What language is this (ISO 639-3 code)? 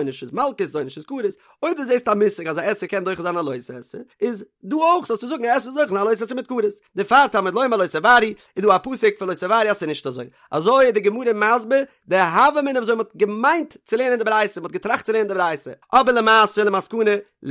yid